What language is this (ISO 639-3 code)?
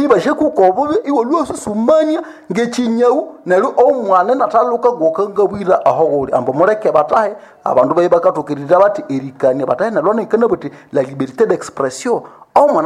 nnb